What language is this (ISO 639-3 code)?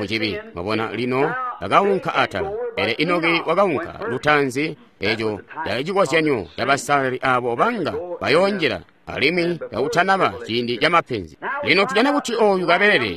toi